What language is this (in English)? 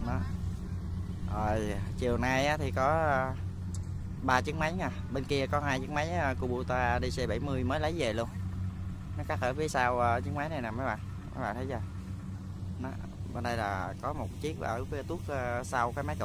Vietnamese